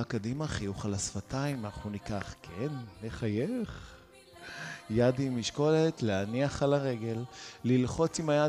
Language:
Hebrew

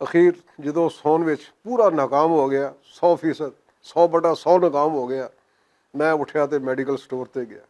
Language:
Western Panjabi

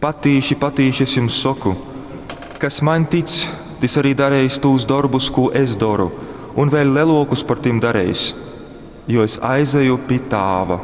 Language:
Latgalian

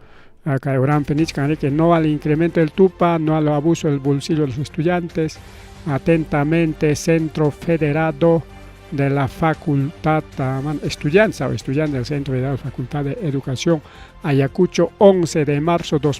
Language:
Ayacucho Quechua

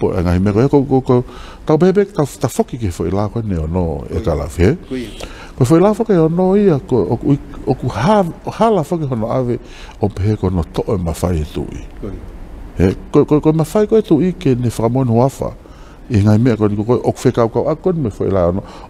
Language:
Tongan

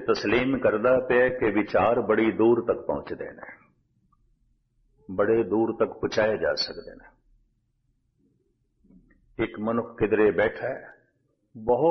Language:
Punjabi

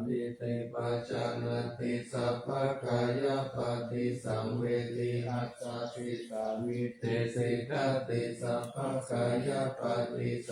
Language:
Pali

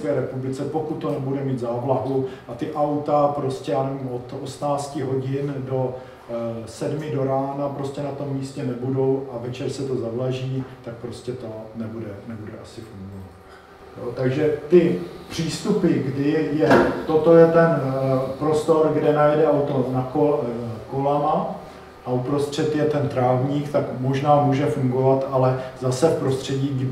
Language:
Czech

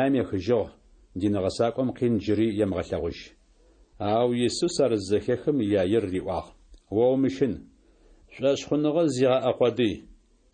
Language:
Adyghe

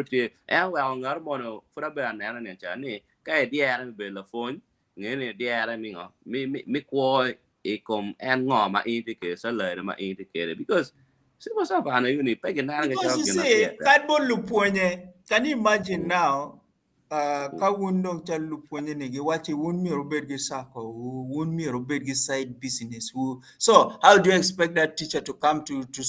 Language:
Acoli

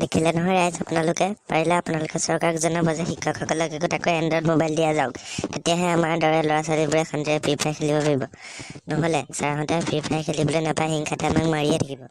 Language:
Assamese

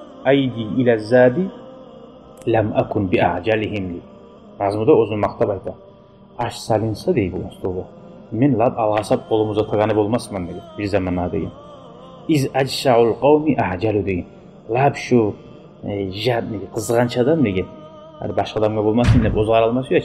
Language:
Kumyk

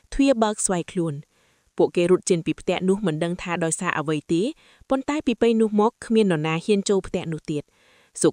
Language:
Khmer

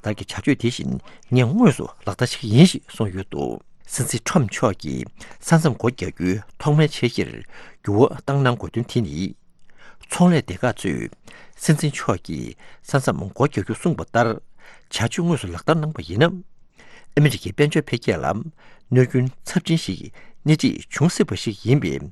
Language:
Tibetan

